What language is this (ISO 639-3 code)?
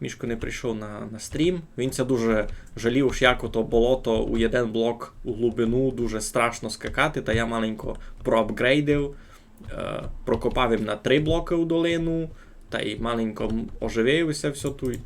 rue